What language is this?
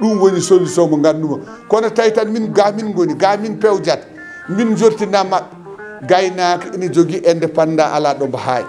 Fula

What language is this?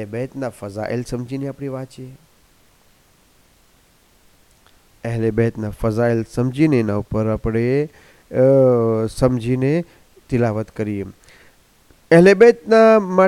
Gujarati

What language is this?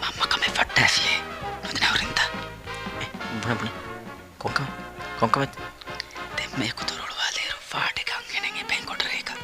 Divehi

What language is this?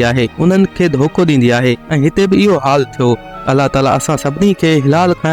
Sindhi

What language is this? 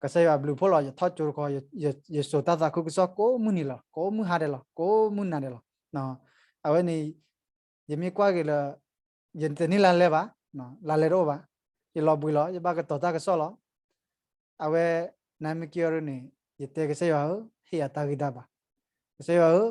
S'gaw Karen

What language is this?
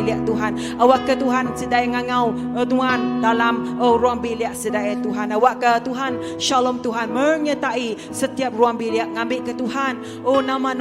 Iban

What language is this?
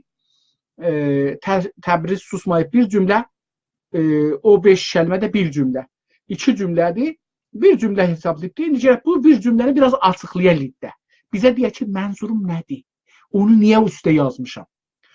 South Azerbaijani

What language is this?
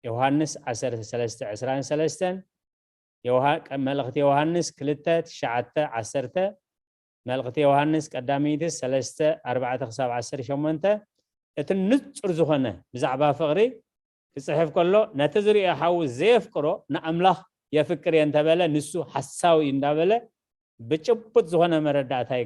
Tigrinya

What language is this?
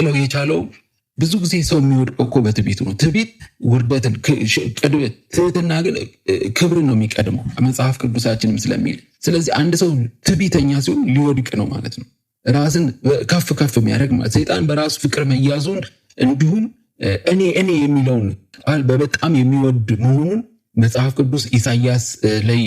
Amharic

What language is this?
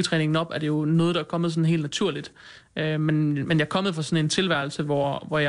Danish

